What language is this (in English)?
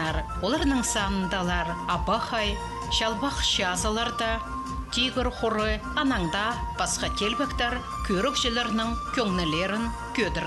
Khakas